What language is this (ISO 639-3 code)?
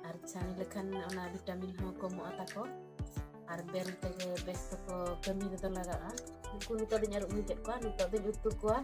sat